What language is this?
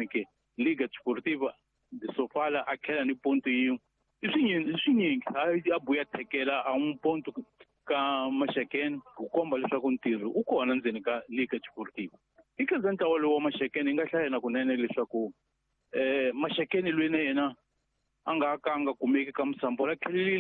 Tsonga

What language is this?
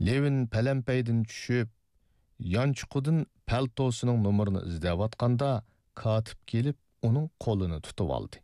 Uyghur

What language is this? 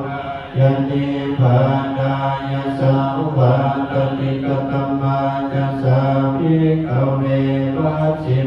Pali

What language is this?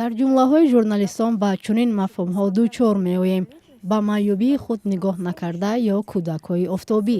Tajik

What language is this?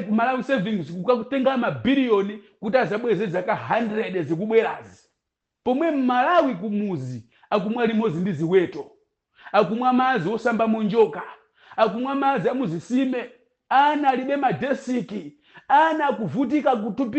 Nyanja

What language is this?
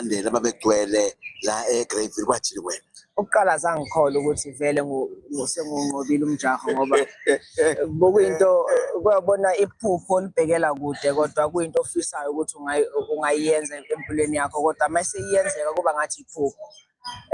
Zulu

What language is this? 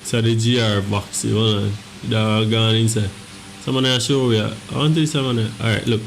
Jamaican Creole English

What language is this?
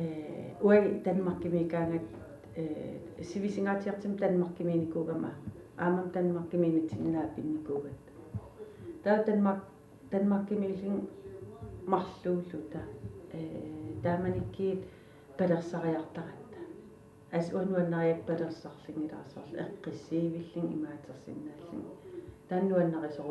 Kalaallisut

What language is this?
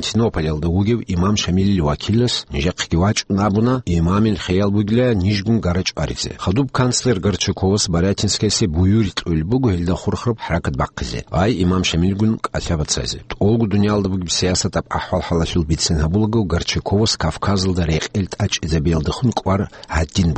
Avaric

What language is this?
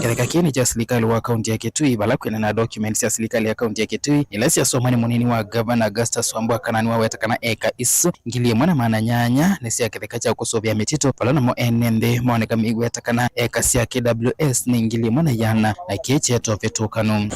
Kamba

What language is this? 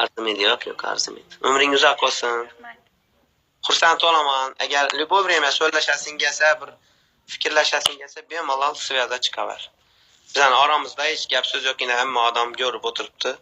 Uzbek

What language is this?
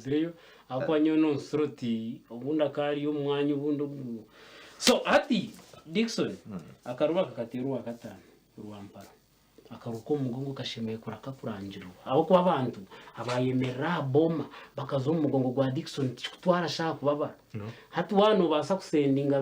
Nyankole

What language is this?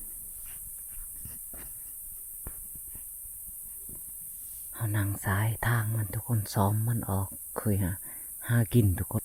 Lao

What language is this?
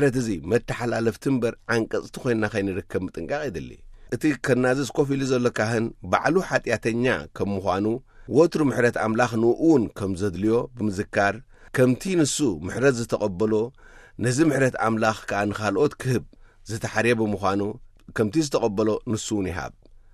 Tigrinya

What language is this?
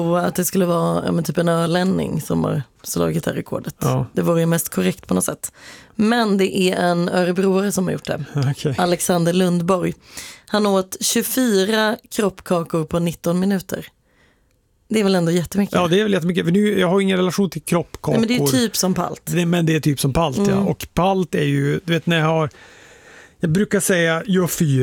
Swedish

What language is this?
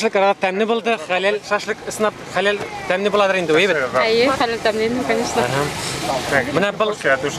Bashkir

